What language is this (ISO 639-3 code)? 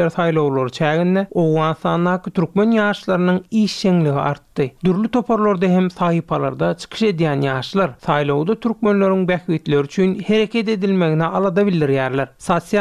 tuk